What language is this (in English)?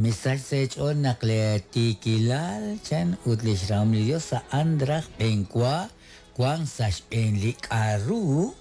Kekchí